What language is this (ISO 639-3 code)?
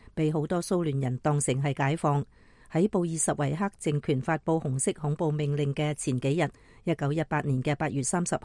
yue